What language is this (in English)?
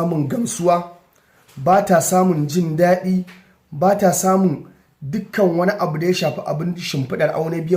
Hausa